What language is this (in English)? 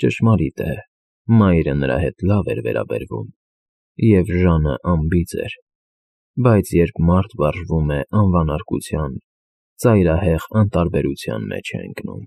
Armenian